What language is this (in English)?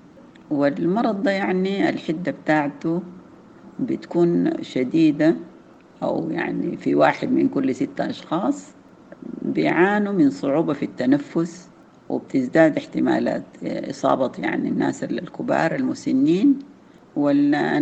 Sudanese Arabic